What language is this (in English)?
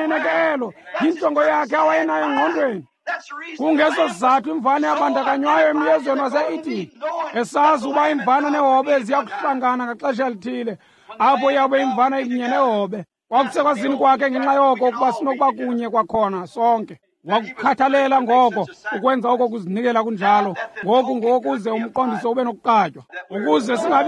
Xhosa